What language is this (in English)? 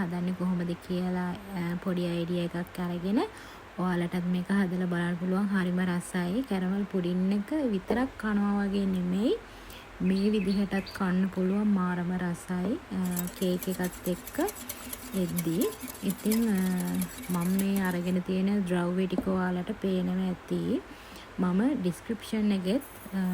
Sinhala